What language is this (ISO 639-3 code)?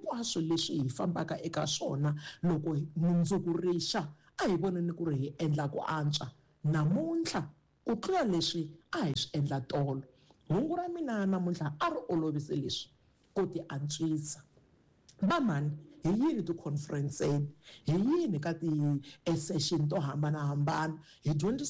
tso